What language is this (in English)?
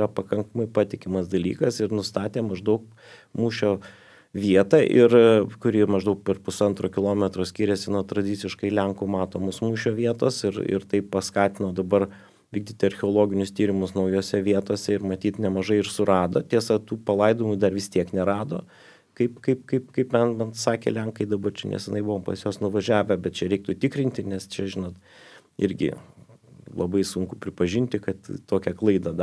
Lithuanian